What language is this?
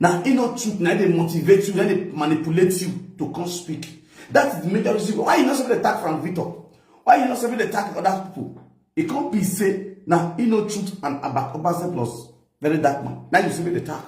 Nigerian Pidgin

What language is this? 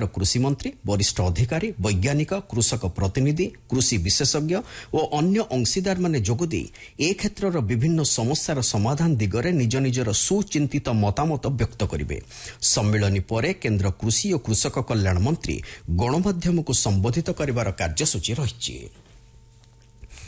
Odia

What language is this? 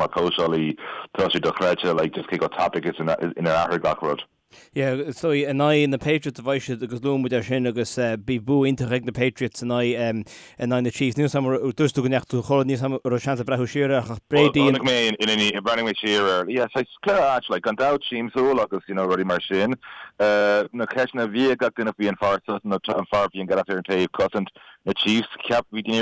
Irish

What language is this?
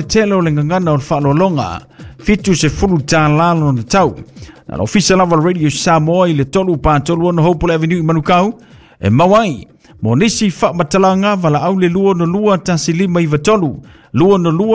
Samoan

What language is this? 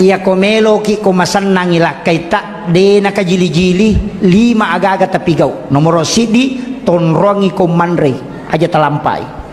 Buginese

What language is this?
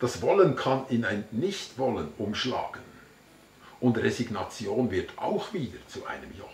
Swiss German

